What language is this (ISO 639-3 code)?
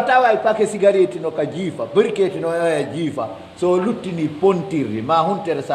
fuf